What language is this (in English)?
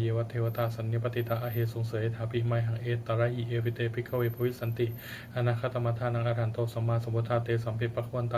Pali